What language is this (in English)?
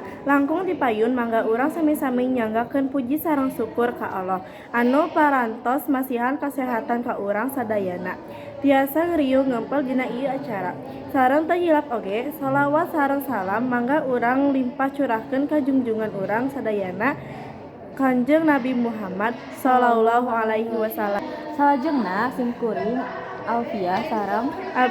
Sundanese